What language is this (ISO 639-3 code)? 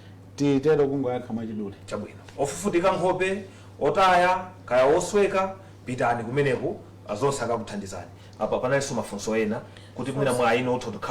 nya